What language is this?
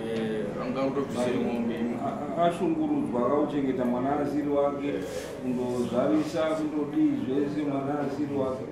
Shona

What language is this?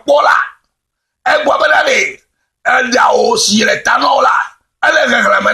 Ewe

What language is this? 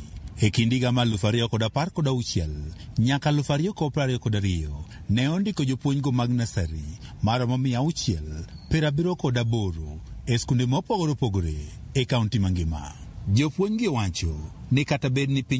Luo (Kenya and Tanzania)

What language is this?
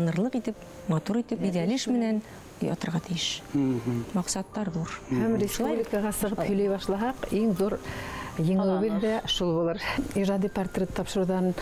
Bashkir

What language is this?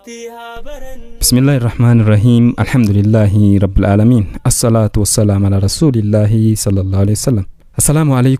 Oromo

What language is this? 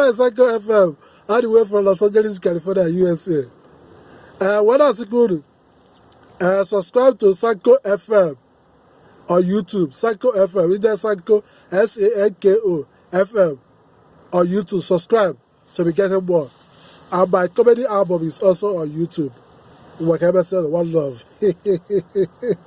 Igbo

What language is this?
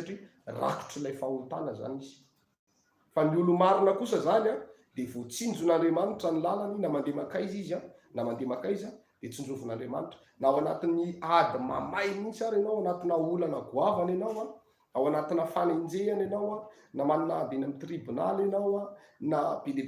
Malagasy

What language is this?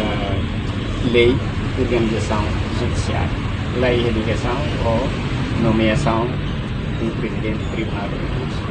Tetum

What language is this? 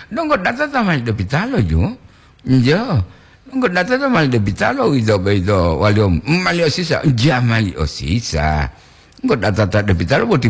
Gorontalo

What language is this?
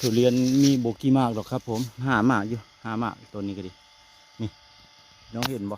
Northeastern Thai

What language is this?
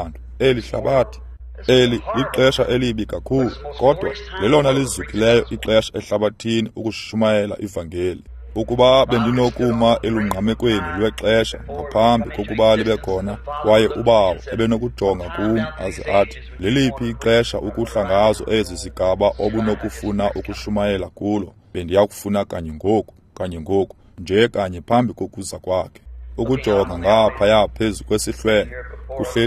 Xhosa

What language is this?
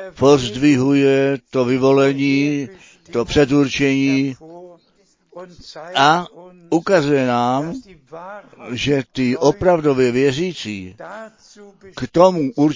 Czech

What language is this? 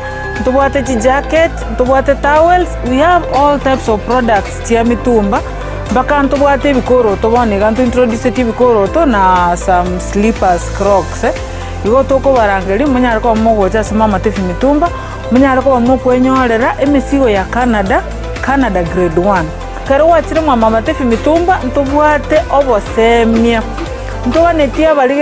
Gusii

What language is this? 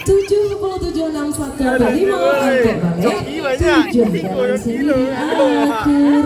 Minangkabau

